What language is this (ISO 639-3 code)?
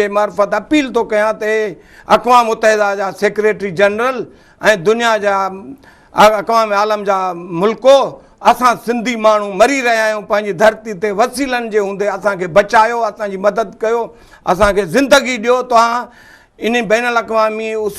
snd